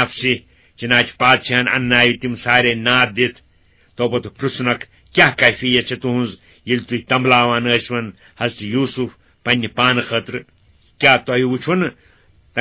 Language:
Kashmiri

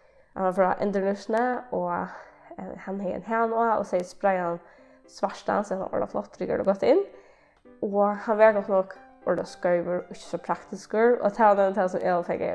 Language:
Faroese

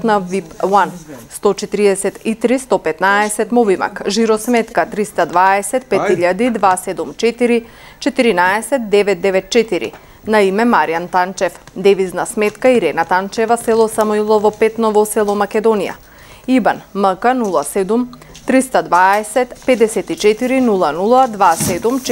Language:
Macedonian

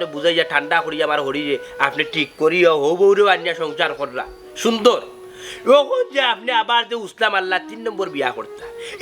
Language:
Sylheti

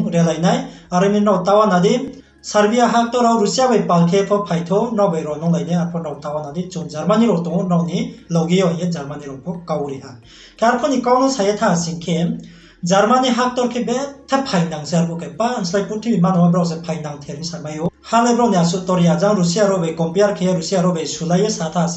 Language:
Riang (India)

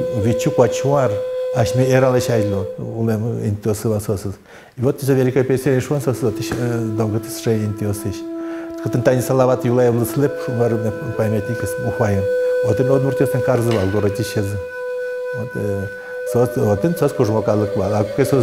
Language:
Udmurt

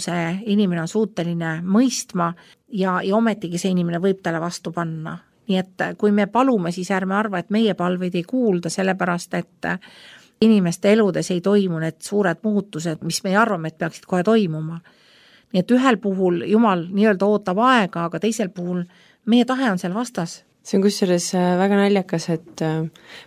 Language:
Estonian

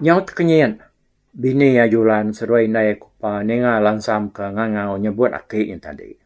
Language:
Iban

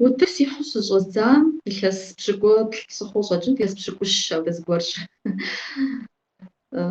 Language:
Kabardian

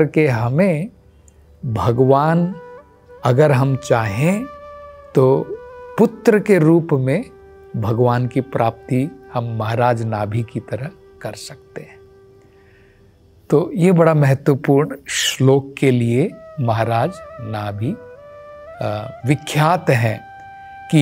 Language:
Hindi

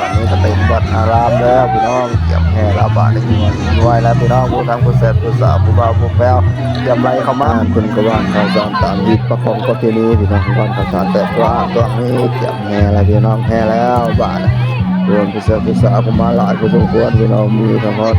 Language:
Northeastern Thai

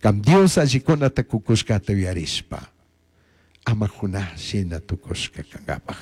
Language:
Chimborazo Highland Quichua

